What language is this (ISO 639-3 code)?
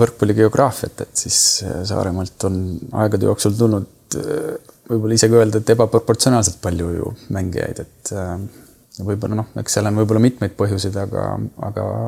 est